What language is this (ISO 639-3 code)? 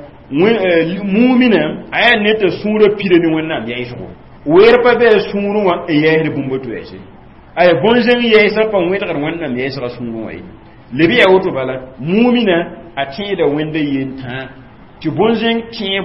mos